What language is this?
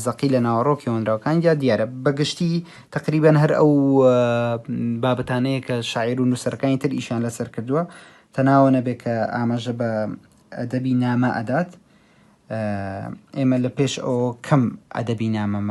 Central Kurdish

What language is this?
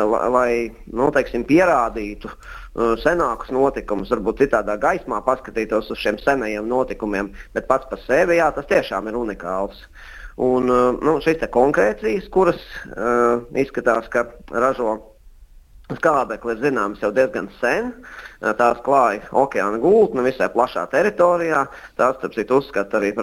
Latvian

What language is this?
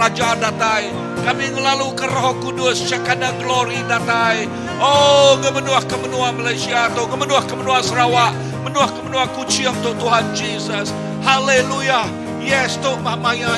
Iban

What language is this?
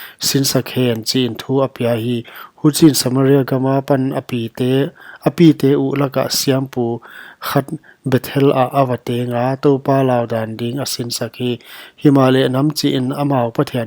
Paite Chin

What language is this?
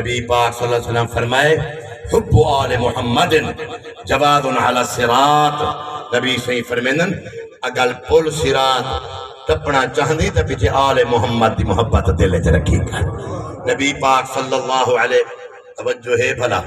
Saraiki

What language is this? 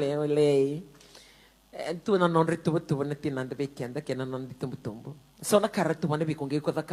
Fijian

